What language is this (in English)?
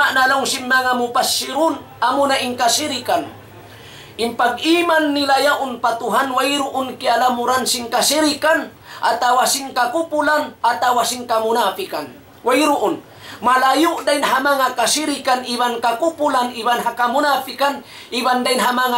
Tausug